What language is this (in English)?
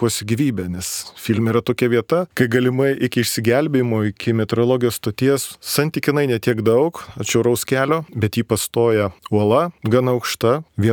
Lithuanian